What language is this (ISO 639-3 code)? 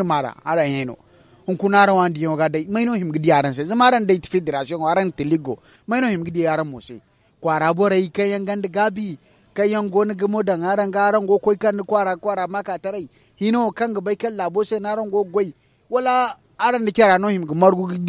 dje